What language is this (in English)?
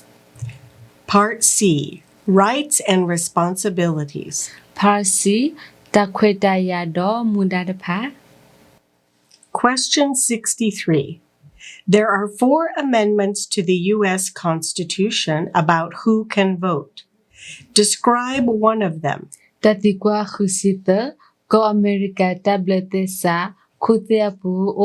S'gaw Karen